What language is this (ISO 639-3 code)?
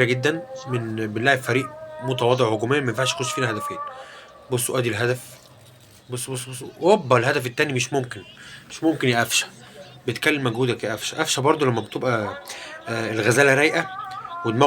arz